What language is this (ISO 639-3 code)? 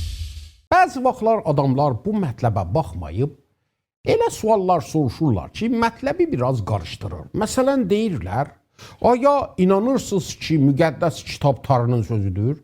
azb